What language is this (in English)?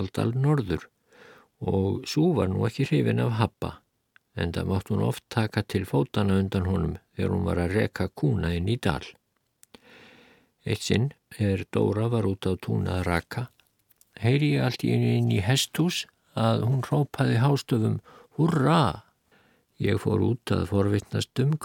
Icelandic